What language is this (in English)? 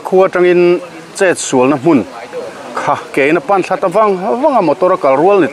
Mizo